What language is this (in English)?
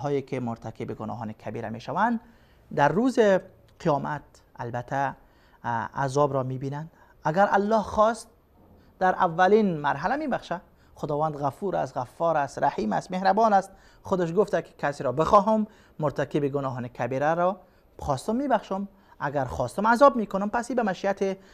Persian